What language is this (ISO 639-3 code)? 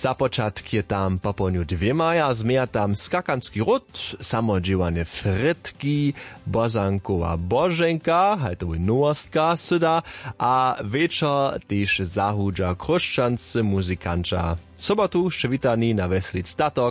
hsb